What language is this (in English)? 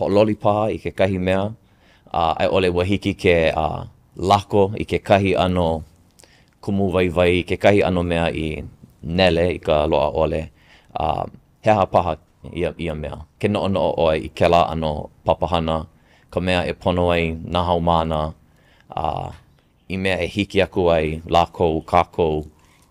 Hawaiian